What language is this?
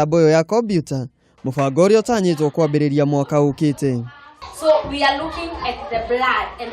Kikuyu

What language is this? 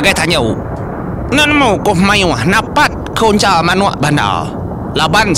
Iban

